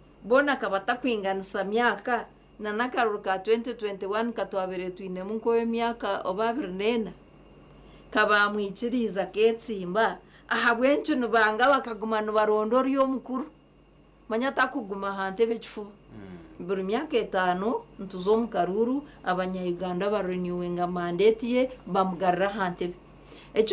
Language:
Nyankole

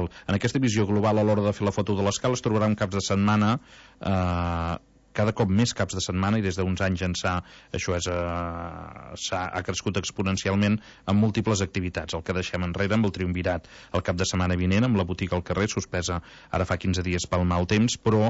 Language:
Catalan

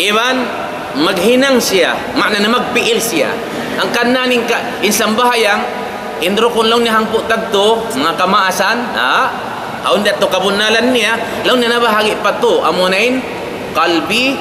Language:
Tausug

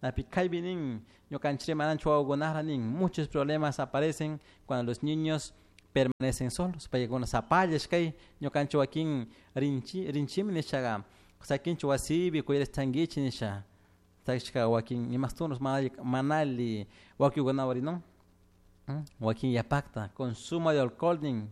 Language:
Chimborazo Highland Quichua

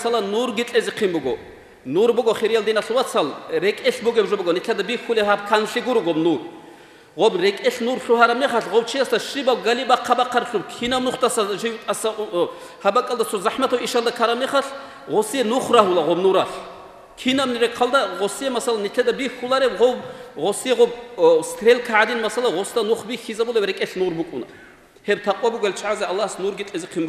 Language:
Avaric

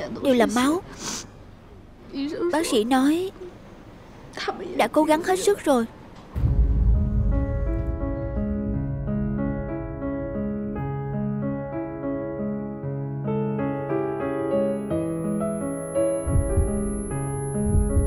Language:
Vietnamese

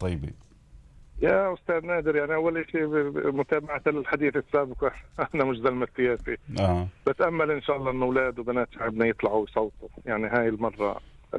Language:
North Levantine Arabic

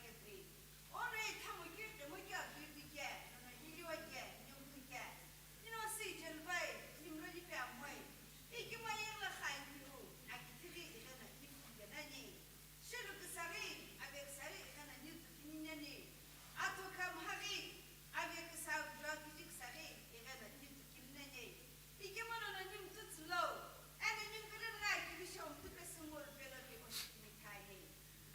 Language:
Sumi Naga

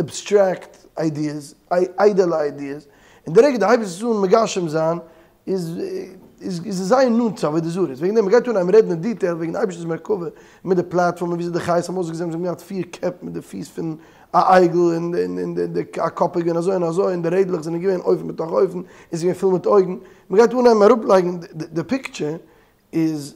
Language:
Yiddish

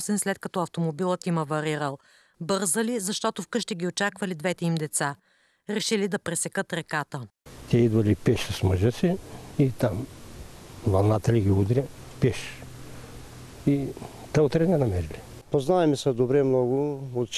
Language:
Bulgarian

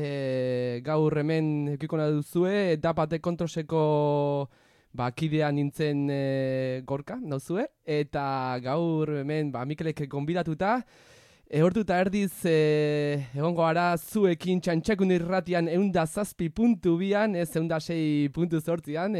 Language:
Basque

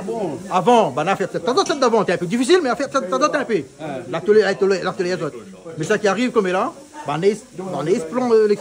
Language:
Réunion Creole French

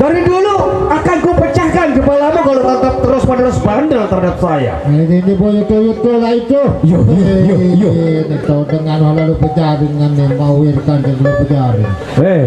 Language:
Sasak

